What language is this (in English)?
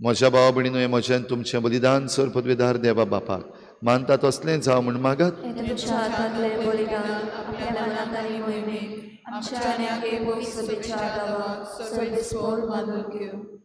Konkani